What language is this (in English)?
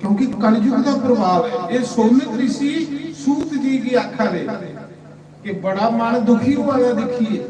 Dogri